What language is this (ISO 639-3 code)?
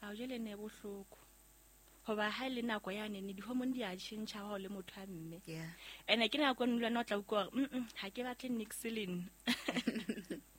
sot